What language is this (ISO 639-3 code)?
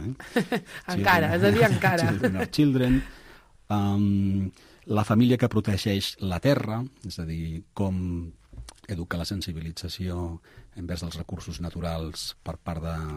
cat